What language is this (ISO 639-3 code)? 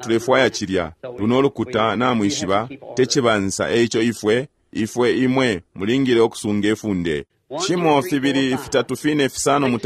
bem